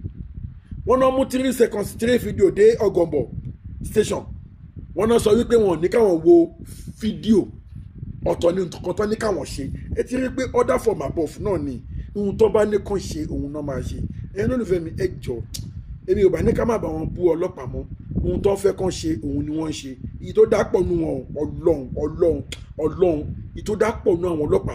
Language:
Yoruba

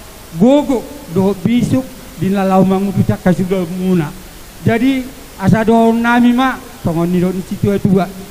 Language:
Batak Toba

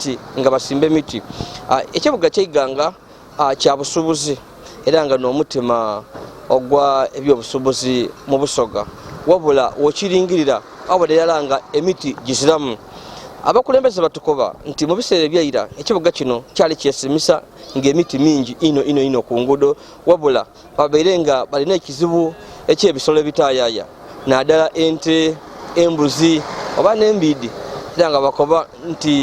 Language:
Ganda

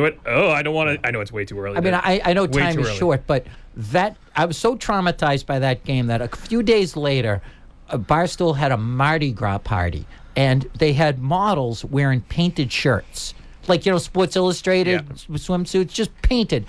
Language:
English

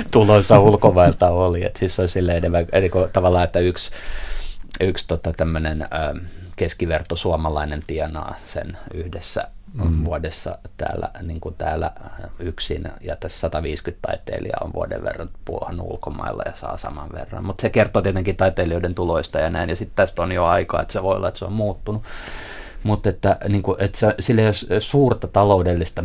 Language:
Finnish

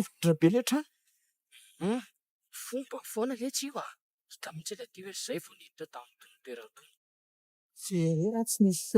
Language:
Malagasy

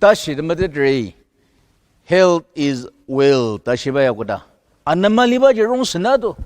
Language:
Ao Naga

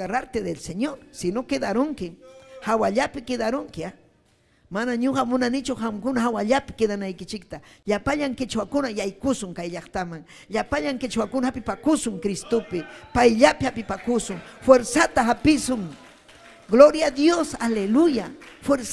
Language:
Ayacucho Quechua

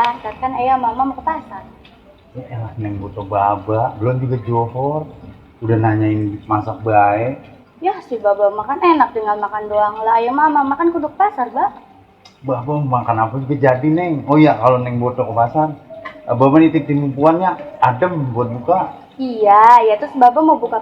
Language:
Betawi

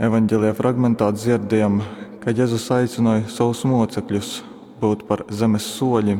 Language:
Latgalian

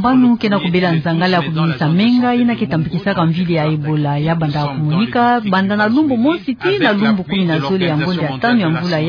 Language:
Kituba (Democratic Republic of Congo)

